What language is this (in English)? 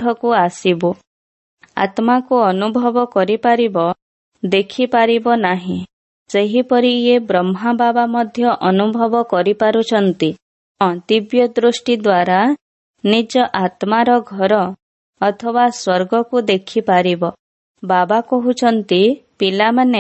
Odia